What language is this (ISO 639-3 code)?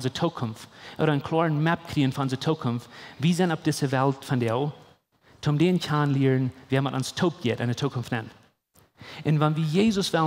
pdt